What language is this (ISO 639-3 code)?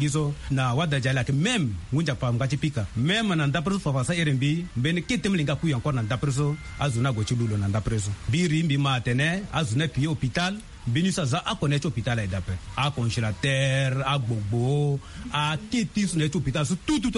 sag